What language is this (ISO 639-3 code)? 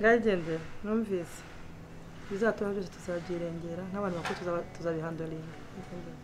kin